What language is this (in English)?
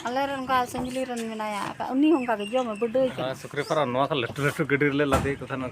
Santali